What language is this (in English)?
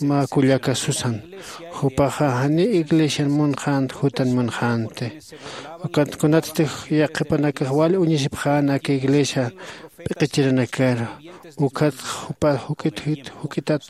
Aymara